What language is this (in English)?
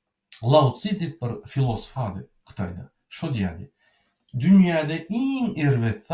Turkmen